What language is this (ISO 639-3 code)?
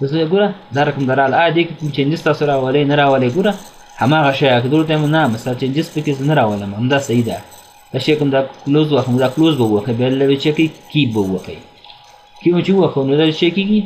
pus